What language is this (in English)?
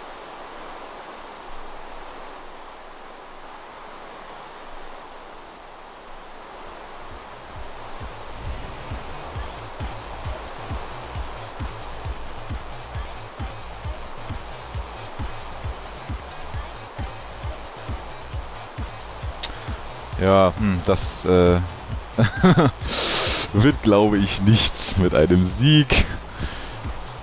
German